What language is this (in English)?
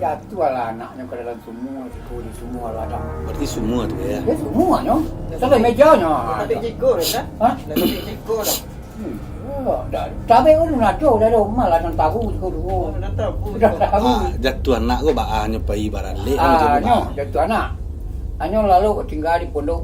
Minangkabau